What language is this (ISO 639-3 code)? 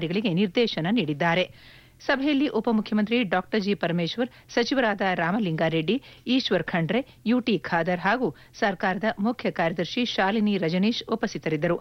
kan